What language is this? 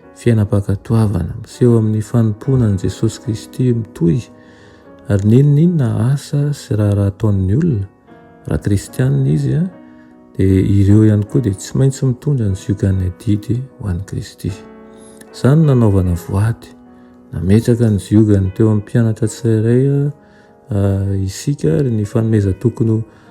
Malagasy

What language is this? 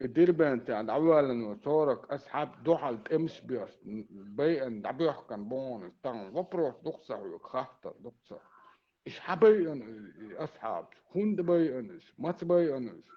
Chechen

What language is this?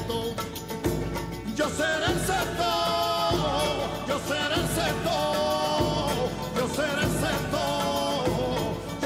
Hebrew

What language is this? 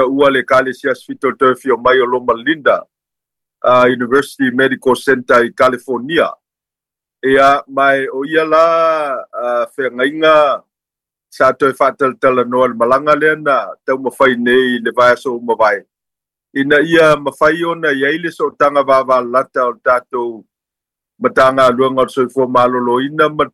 Samoan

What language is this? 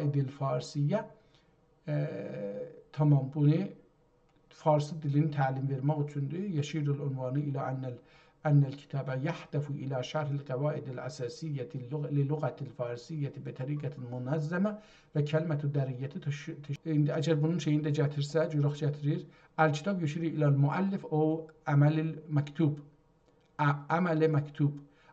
South Azerbaijani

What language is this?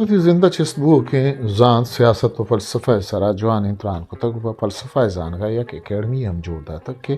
Eastern Balochi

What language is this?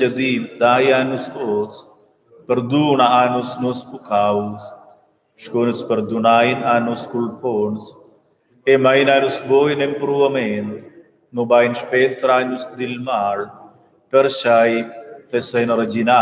Romansh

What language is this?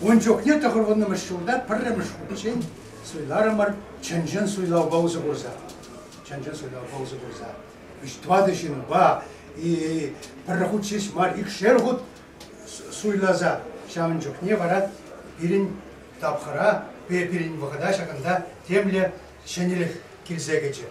Chuvash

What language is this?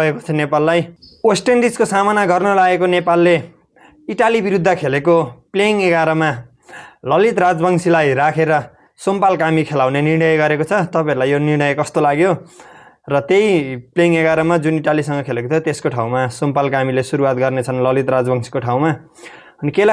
Nepali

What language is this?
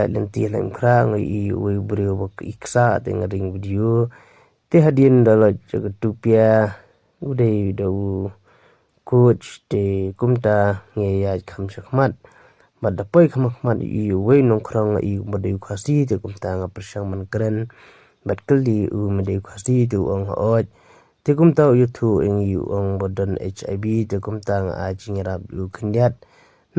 Khasi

